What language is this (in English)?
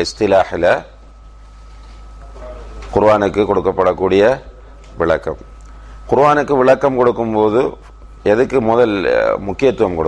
Tamil